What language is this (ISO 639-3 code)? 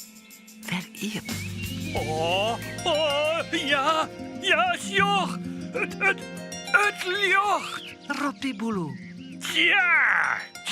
fry